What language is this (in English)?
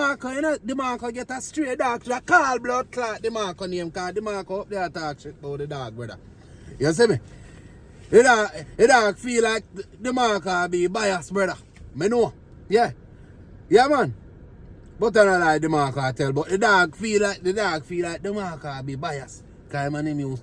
Jamaican Creole English